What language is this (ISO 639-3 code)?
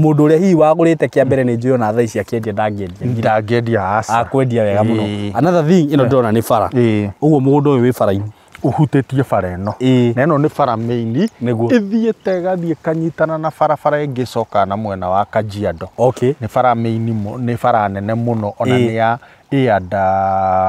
kik